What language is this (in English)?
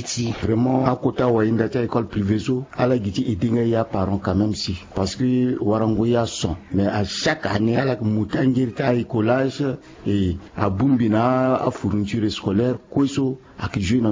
Sango